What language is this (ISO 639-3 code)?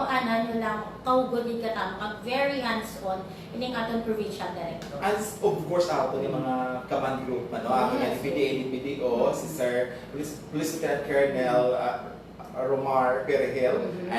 hil